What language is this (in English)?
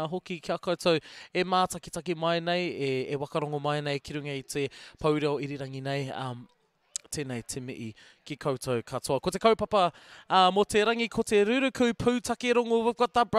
Māori